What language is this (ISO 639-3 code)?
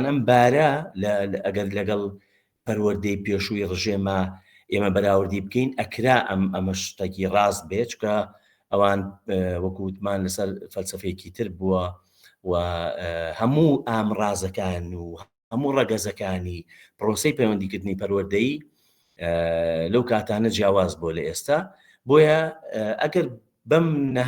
ckb